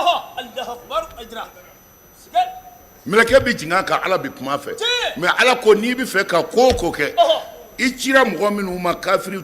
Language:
Bambara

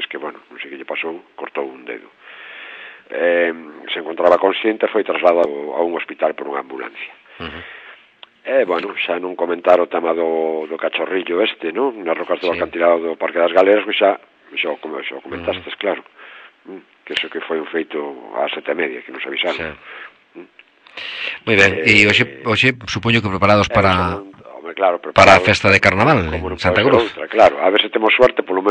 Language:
Galician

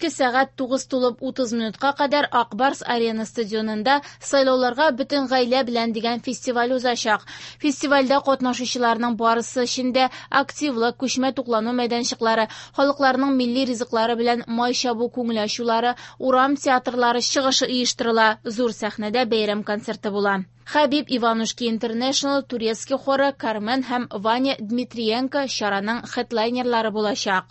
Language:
Tatar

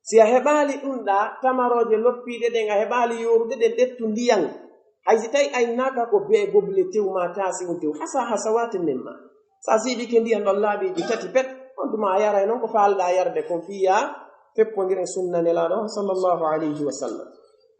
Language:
Pular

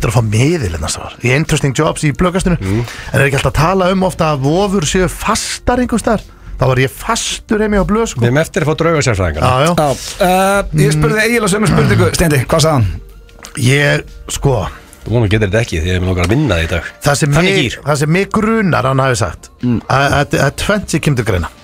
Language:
Icelandic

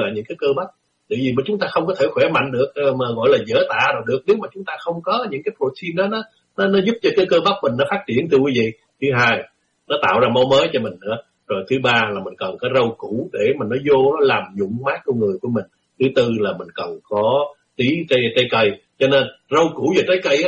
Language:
Vietnamese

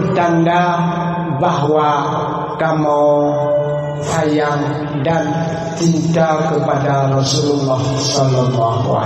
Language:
Achinese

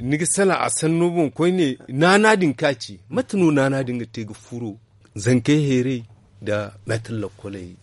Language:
Zarma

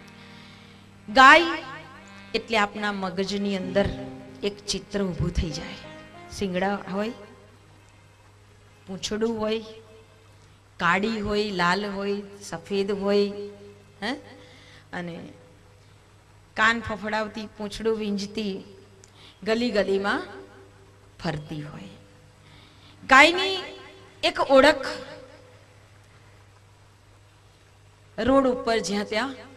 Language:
Gujarati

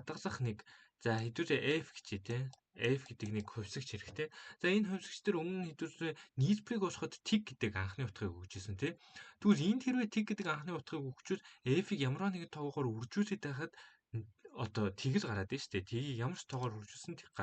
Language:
Mongolian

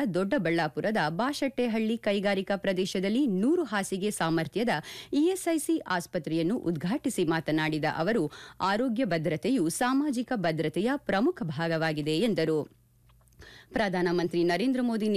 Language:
Kannada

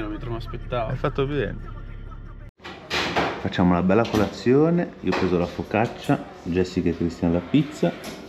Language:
Italian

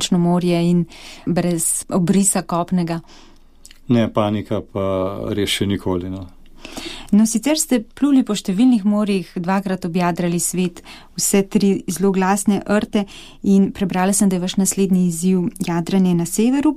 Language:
Slovenian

